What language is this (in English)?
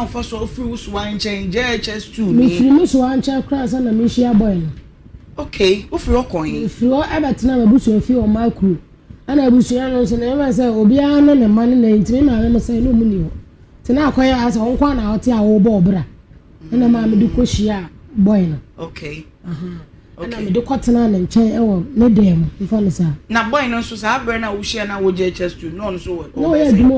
Akan